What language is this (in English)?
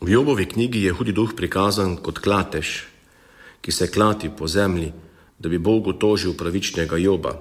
Slovenian